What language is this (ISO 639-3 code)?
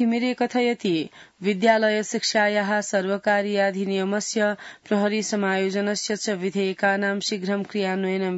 san